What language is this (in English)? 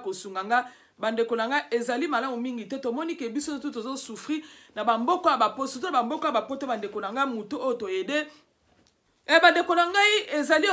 Lingala